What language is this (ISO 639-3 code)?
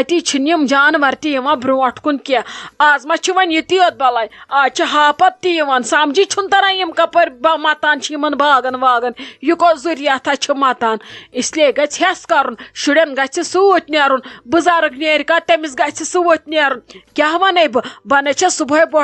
kas